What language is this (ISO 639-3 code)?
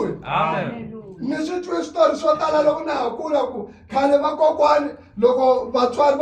tso